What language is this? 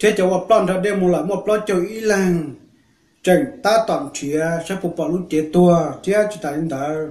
Hmong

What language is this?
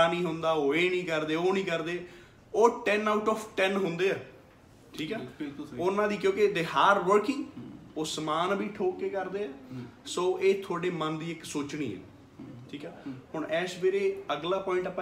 Punjabi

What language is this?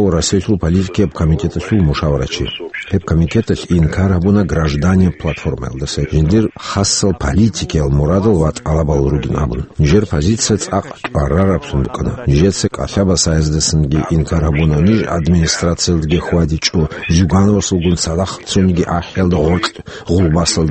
Avaric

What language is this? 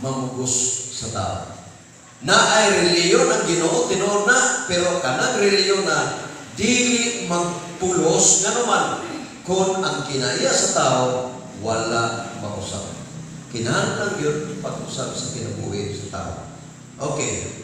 Cebuano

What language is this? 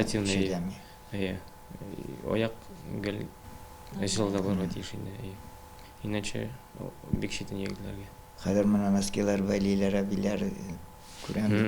Tatar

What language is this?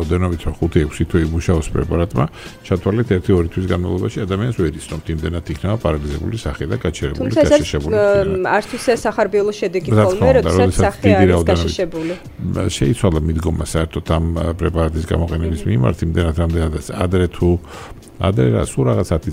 Georgian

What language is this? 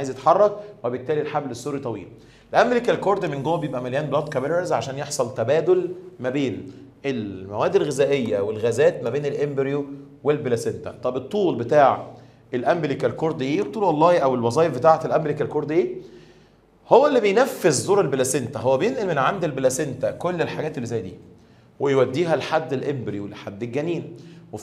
Egyptian Arabic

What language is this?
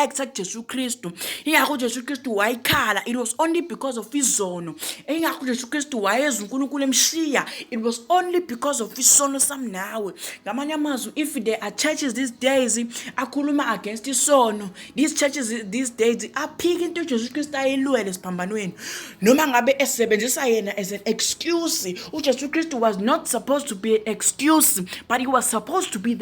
Zulu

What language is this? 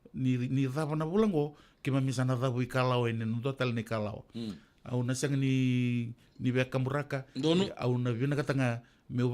Fijian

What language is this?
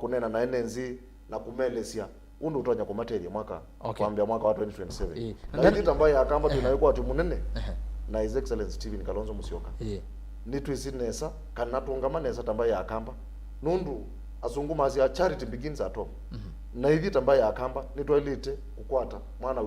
Kamba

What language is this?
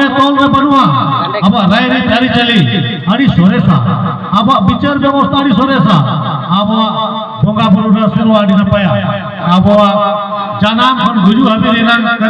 Santali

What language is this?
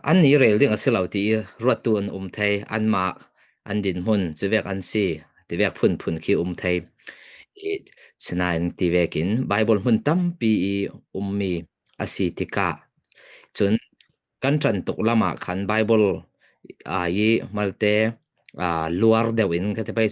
Falam Chin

